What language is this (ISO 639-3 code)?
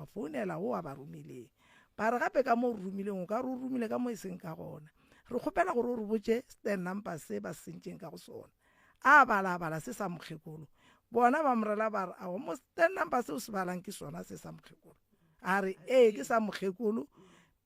nso